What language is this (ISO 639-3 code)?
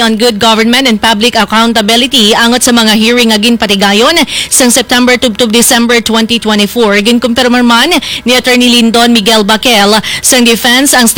hil